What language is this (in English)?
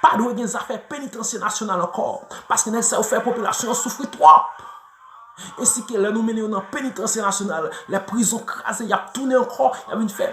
Haitian Creole